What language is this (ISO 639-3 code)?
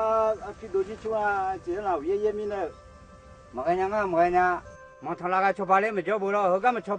ahk